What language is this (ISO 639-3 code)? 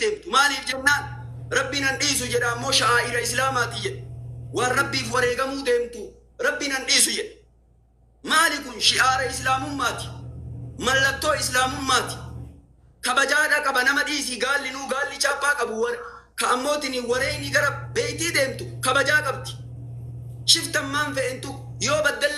orm